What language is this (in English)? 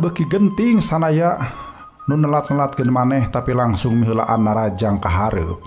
Sundanese